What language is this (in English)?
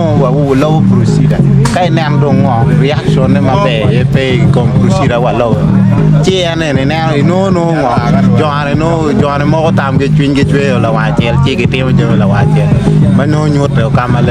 Acoli